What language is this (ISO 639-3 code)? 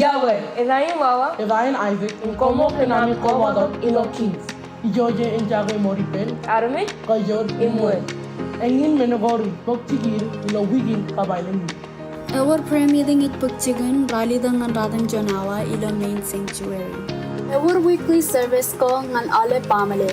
mah